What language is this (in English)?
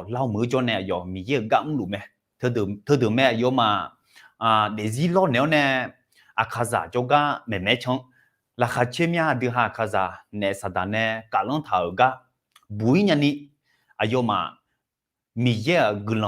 Akha